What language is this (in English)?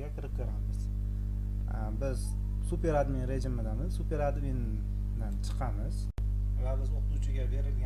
Uzbek